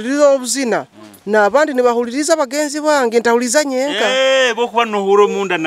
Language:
Nyoro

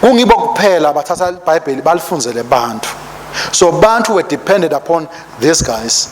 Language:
Swati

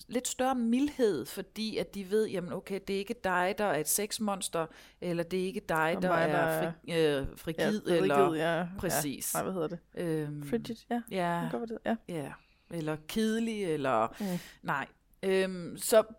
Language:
Danish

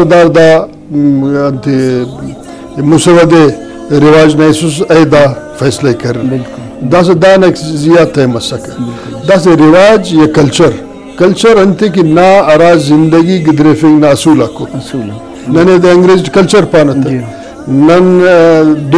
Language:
Brahui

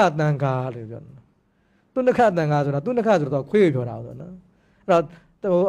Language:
Burmese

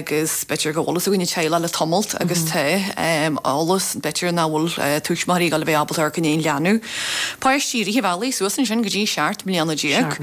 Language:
Irish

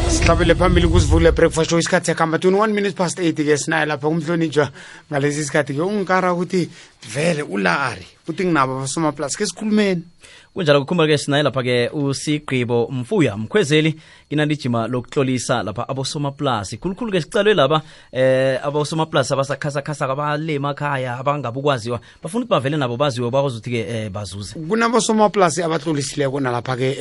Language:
South Ndebele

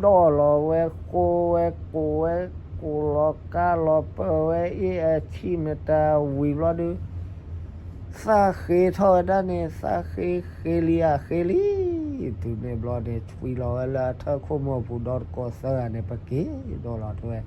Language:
S'gaw Karen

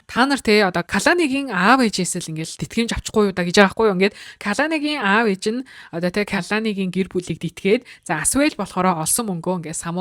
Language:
Mongolian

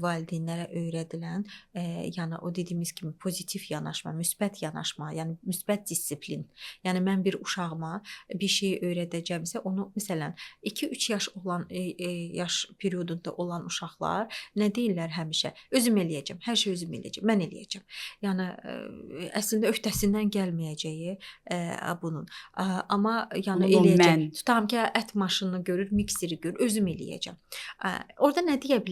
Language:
Azerbaijani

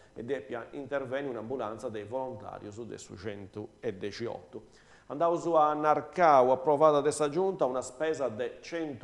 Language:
Sardinian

